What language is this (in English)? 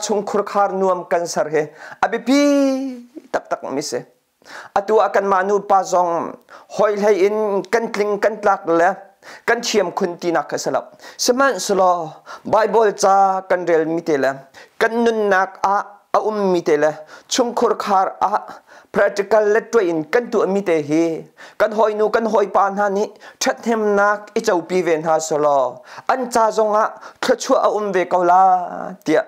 Hakha Chin